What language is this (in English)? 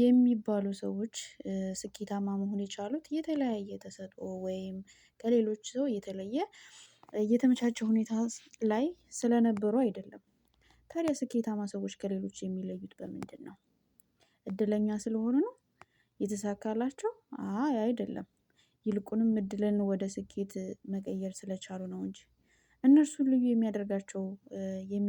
Amharic